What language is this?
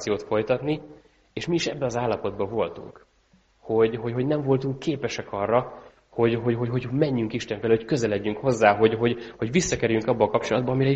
Hungarian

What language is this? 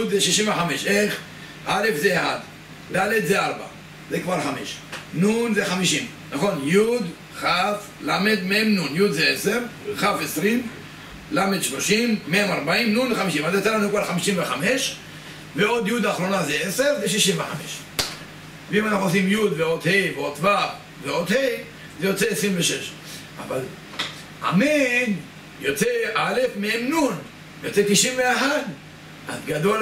Hebrew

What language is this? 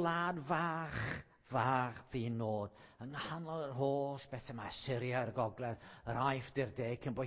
Welsh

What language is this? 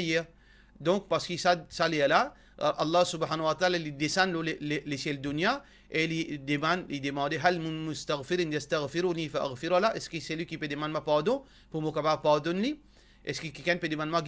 Morisyen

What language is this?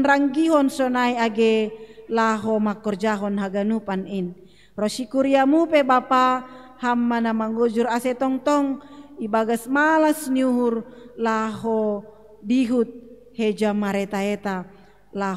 Batak Simalungun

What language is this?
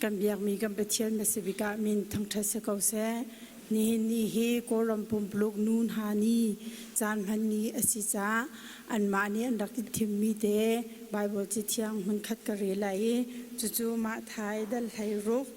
Hakha Chin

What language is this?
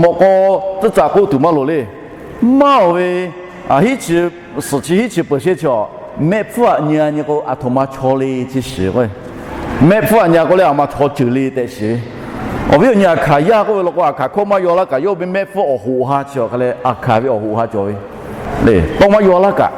Lahu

